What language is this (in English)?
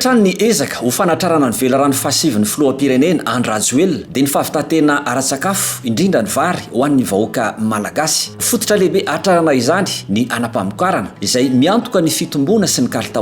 Malagasy